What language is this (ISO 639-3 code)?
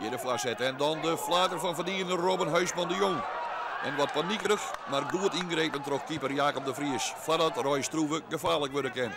fry